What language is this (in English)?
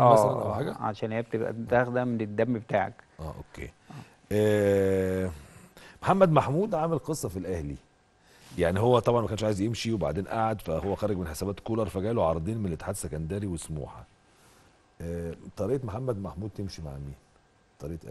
Egyptian Arabic